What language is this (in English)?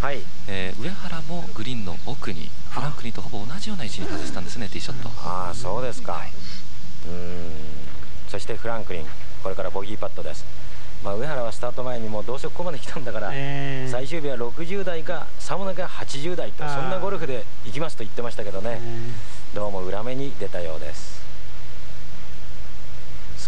Japanese